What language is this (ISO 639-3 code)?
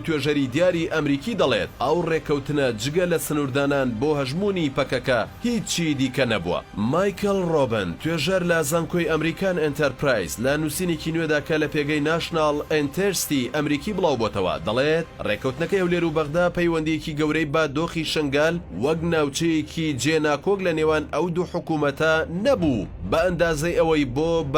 ckb